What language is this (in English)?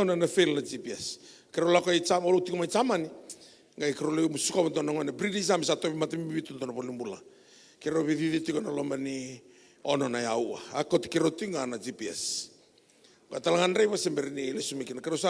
Fijian